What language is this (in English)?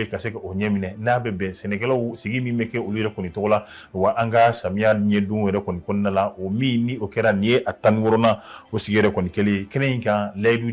Bambara